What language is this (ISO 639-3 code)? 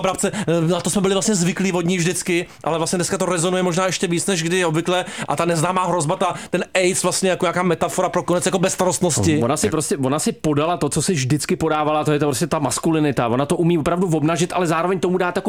ces